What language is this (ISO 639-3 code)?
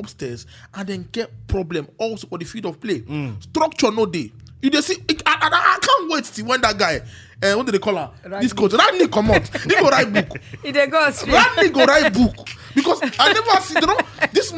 pcm